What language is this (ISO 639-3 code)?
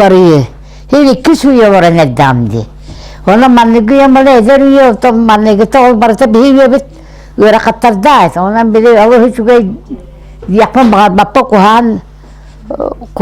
sah